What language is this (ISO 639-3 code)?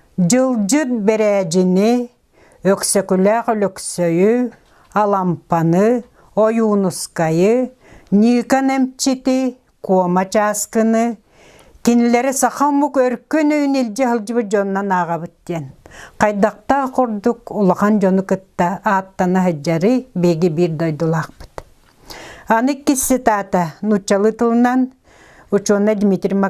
sah